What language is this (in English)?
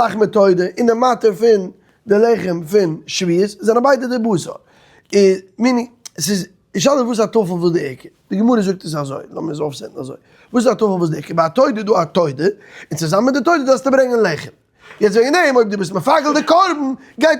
Yiddish